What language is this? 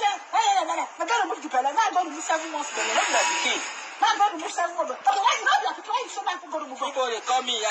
Nigerian Pidgin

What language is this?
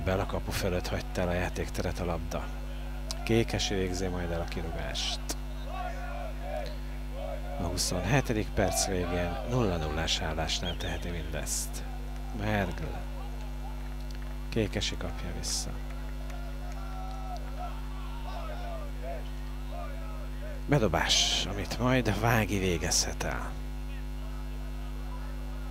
Hungarian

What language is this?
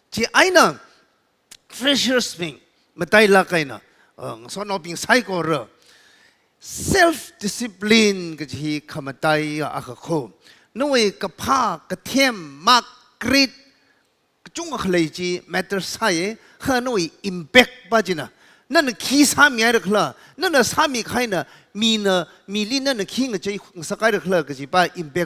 Tangkhul Naga (India)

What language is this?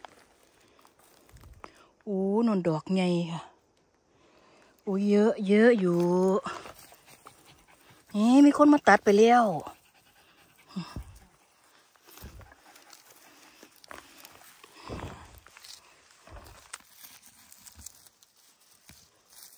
Thai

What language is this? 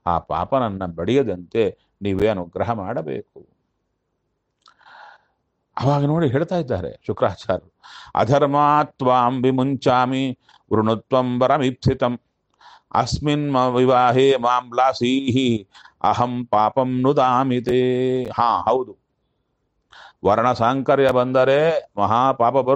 Kannada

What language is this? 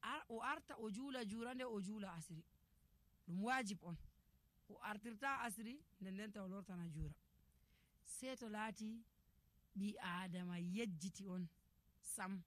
Nigerian Fulfulde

